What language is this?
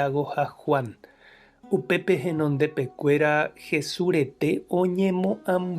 Guarani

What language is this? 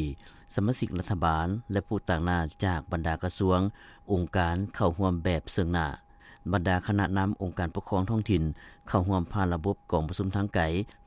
Lao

